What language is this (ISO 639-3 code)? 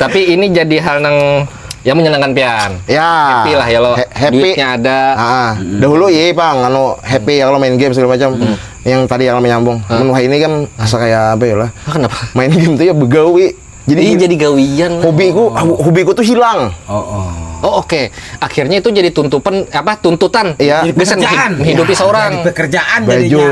bjn